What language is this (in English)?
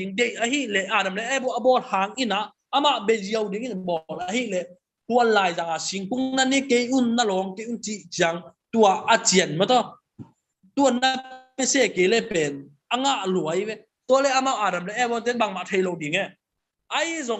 Tedim Chin